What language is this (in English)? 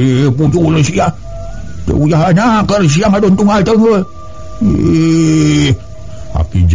Sundanese